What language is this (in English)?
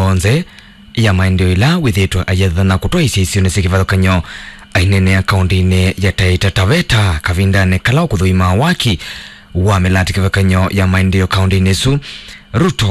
Kamba